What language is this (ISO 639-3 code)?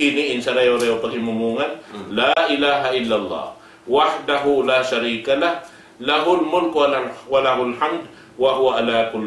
tsg